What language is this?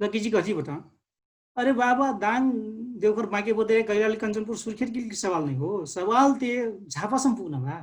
Dangaura Tharu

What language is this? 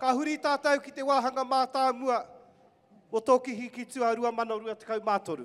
Māori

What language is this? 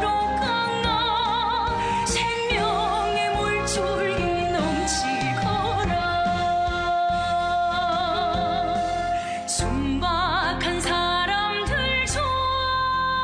Korean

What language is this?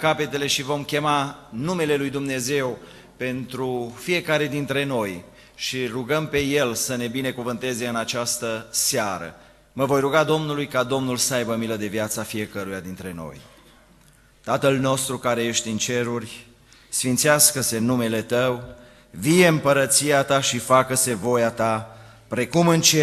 Romanian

